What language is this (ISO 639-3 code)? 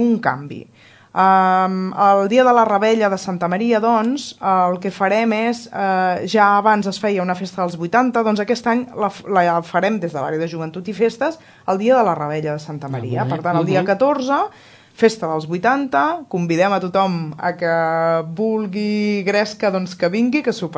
cat